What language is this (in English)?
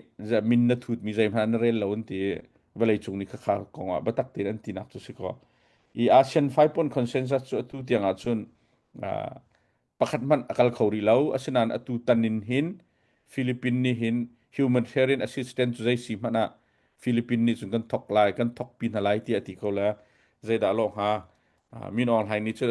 Hakha Chin